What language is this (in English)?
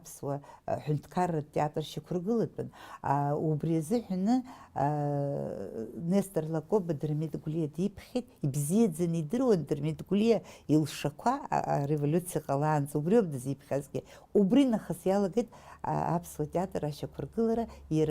Abkhazian